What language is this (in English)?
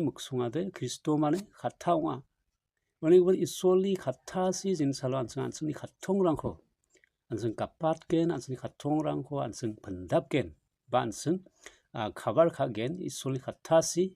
Garo